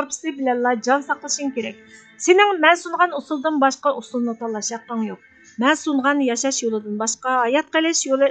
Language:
Uyghur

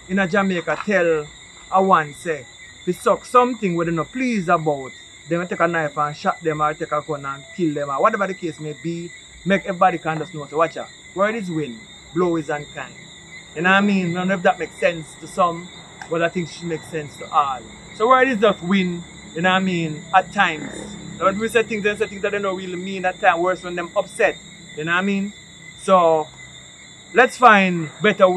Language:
Jamaican Creole English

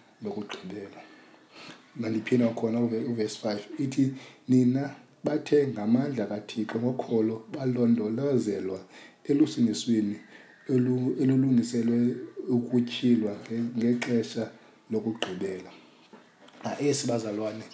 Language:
Xhosa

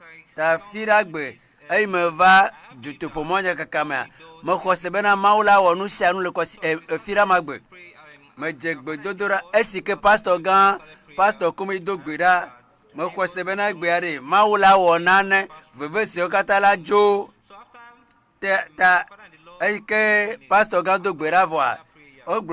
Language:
Ewe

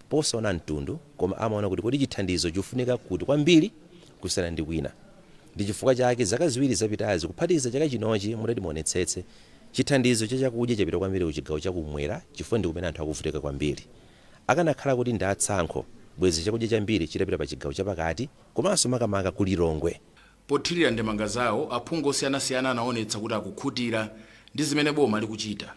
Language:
Nyanja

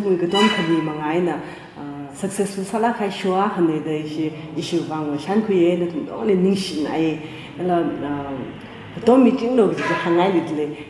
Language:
Tangkhul Naga (India)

